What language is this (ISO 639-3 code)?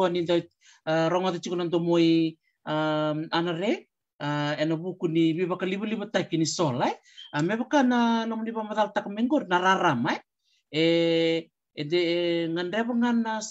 fij